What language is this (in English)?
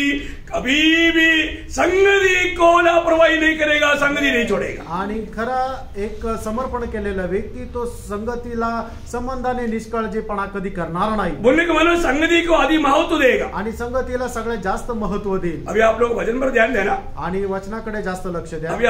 Marathi